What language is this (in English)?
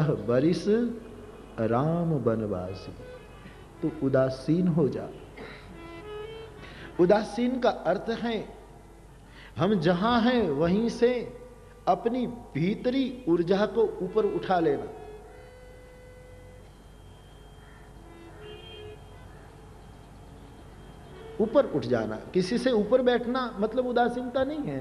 Hindi